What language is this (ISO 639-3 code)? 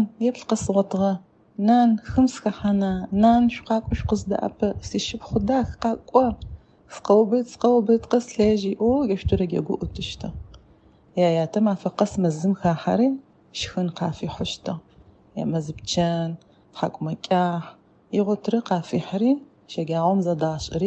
ady